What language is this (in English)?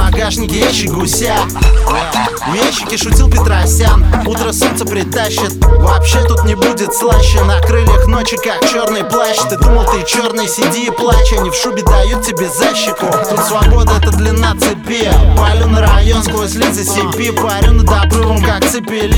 Russian